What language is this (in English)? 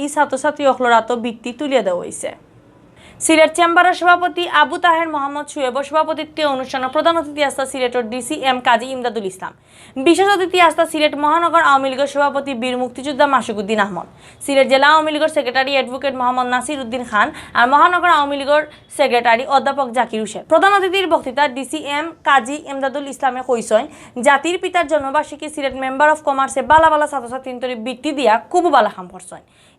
Sylheti